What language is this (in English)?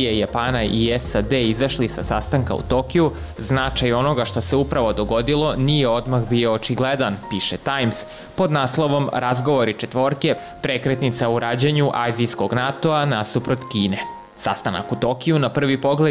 Serbian